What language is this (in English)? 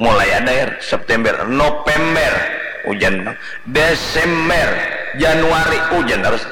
Banjar